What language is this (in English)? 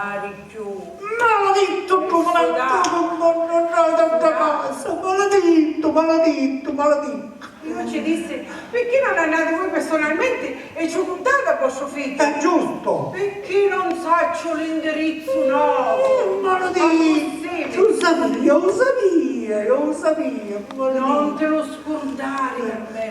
Sicilian